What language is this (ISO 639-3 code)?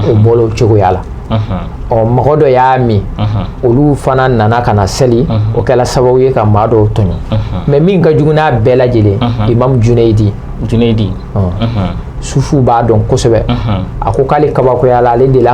bam